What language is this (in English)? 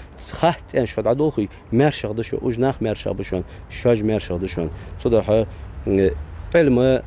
Ingush